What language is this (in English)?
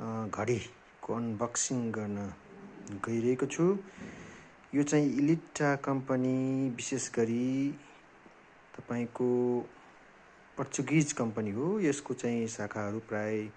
Nepali